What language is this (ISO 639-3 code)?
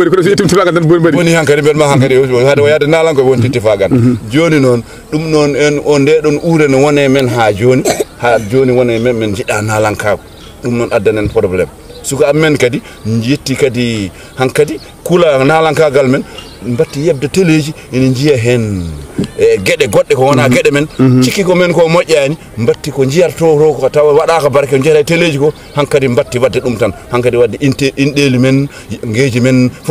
ful